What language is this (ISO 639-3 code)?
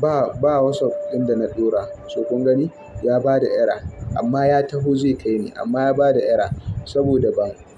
hau